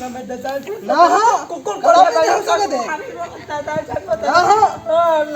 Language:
Chhattisgarhi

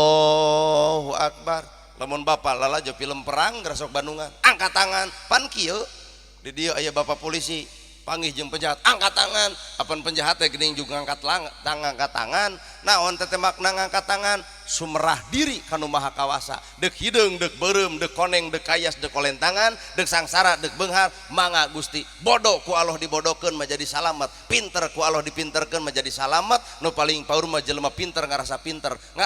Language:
Sundanese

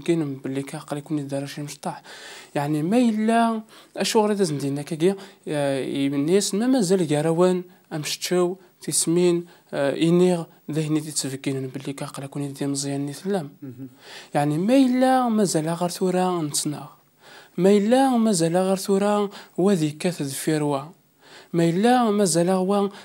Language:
Kabyle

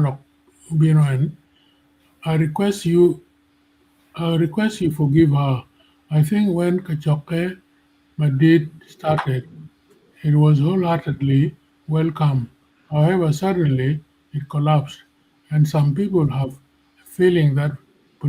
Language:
Acoli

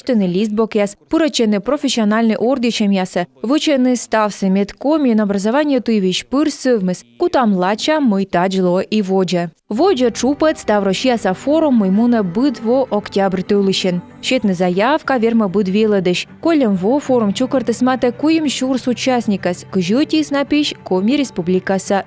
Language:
Komi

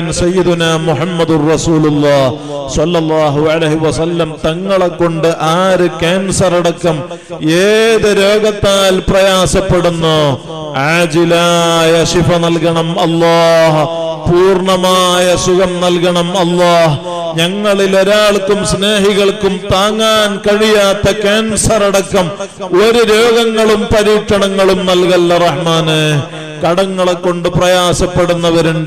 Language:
Malayalam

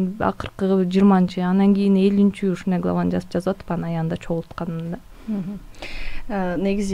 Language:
Kyrgyz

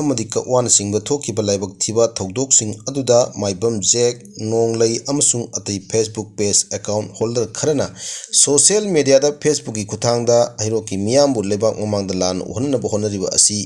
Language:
Manipuri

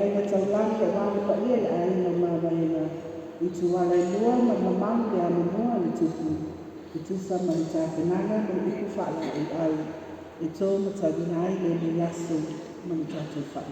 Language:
Samoan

